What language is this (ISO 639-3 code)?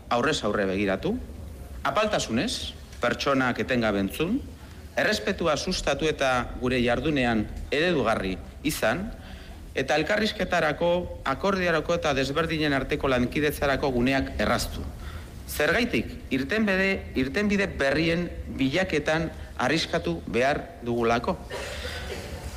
eus